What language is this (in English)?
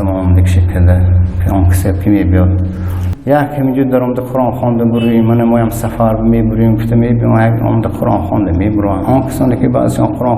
Tajik